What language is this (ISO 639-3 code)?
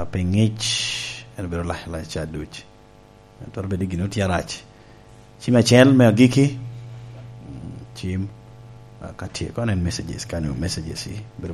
laj